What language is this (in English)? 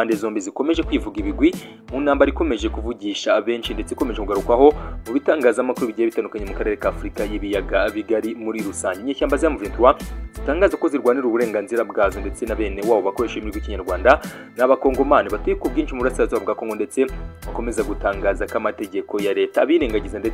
Kinyarwanda